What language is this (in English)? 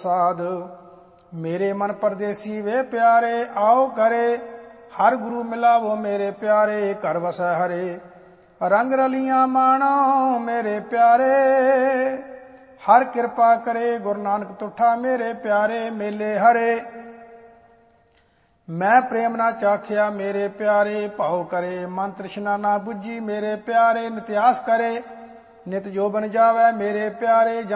Punjabi